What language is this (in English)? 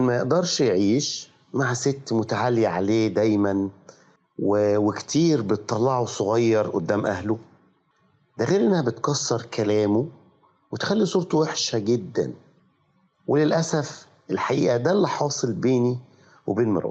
Egyptian Arabic